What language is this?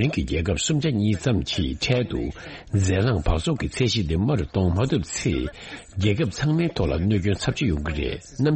Tibetan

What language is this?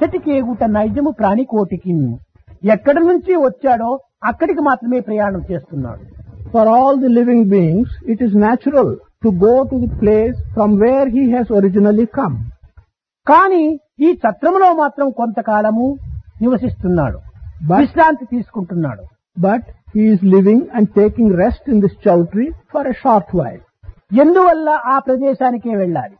Telugu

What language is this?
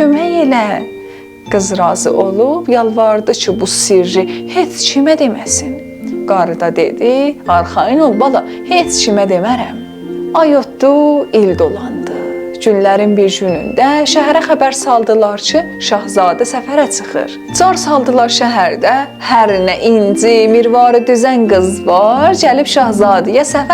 South Azerbaijani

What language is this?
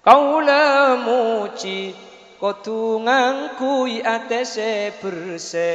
Madurese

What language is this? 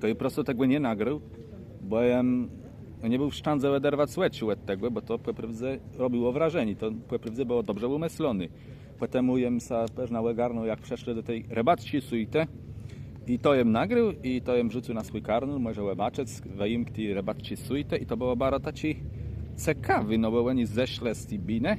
Kashubian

